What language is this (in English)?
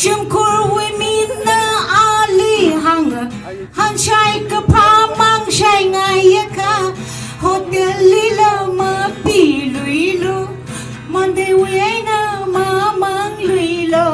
Tangkhul Naga (India)